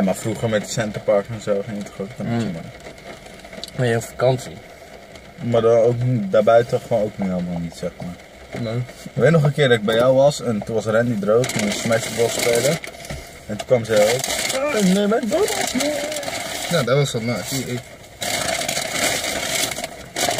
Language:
Dutch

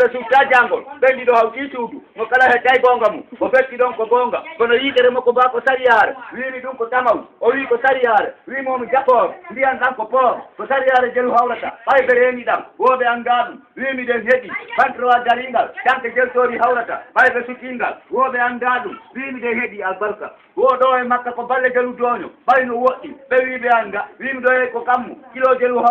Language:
Fula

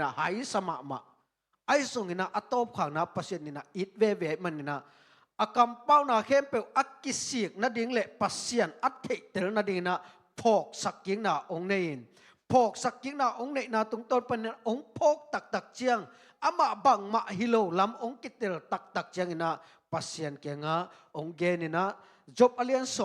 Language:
Tedim Chin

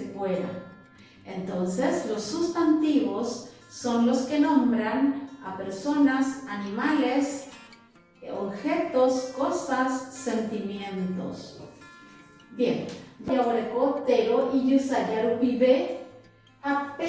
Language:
Guarani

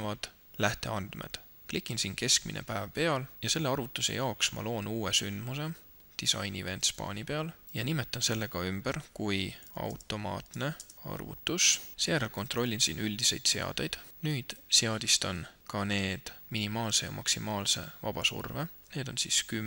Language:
Estonian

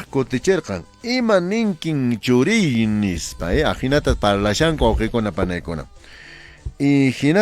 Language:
Quechua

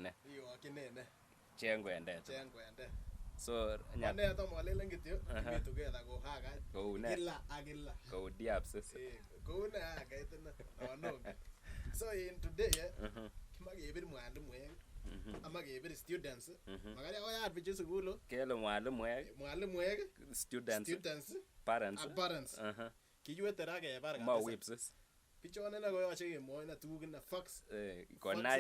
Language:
Kalenjin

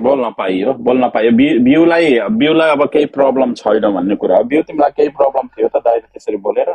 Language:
Nepali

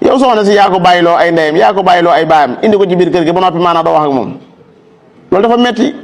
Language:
Wolof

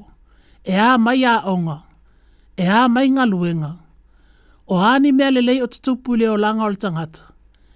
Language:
Samoan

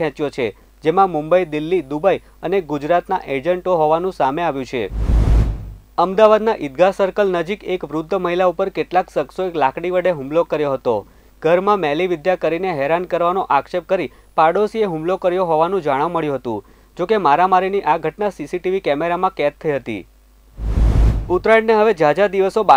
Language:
Gujarati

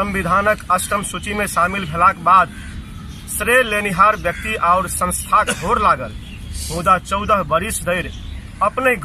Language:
Maithili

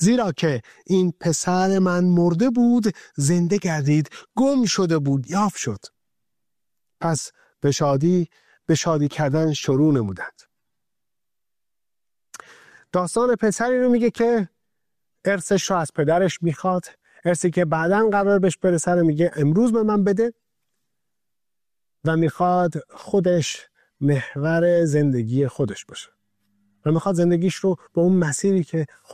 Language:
Persian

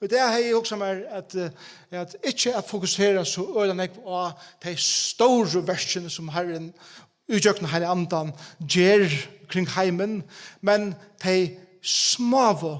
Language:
Faroese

